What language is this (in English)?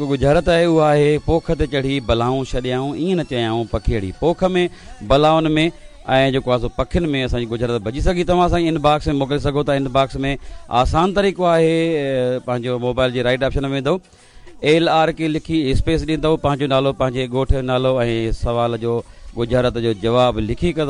Sindhi